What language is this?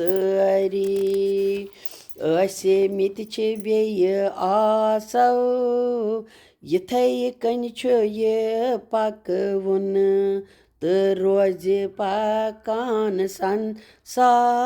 Kashmiri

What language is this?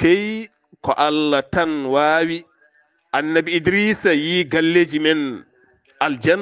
Fula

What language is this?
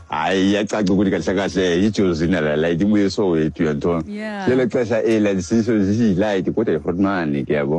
Xhosa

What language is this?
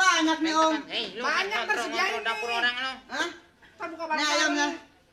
Betawi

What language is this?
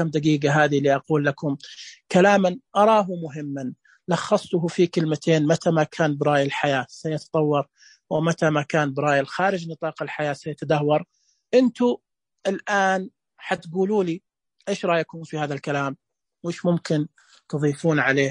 Najdi Arabic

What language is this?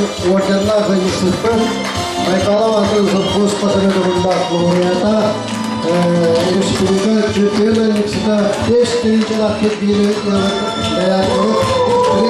Yakut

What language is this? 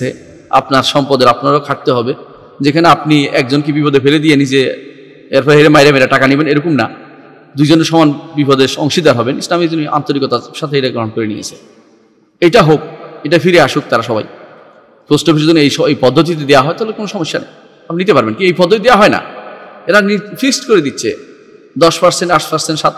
Bangla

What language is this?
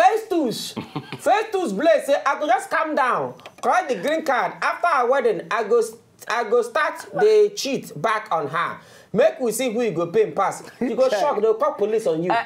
Nigerian Pidgin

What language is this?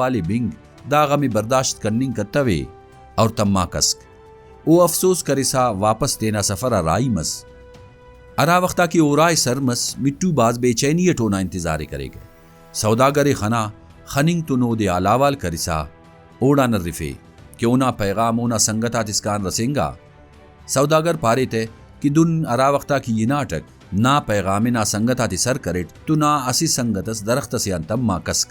Brahui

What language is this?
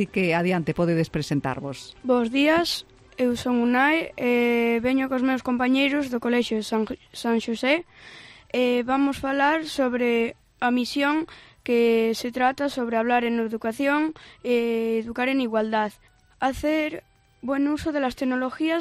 Galician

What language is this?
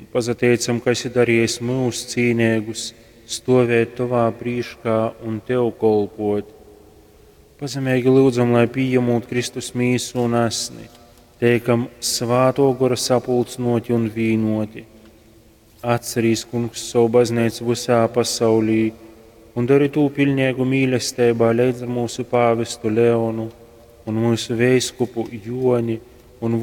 Latgalian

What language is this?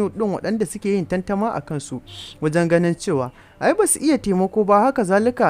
Hausa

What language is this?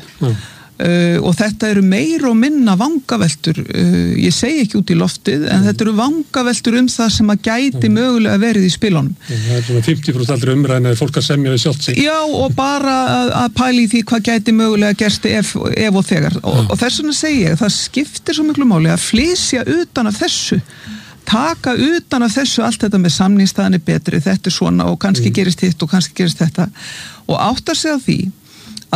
Icelandic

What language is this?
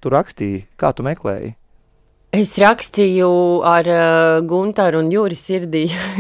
Latvian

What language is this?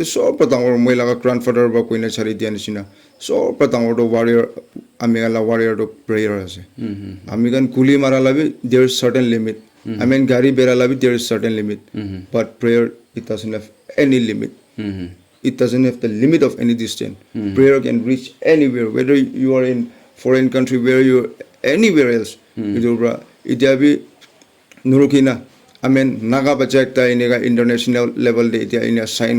Naga Pidgin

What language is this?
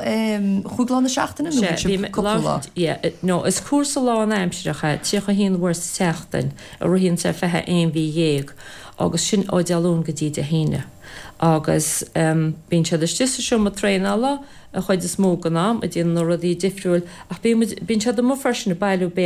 Irish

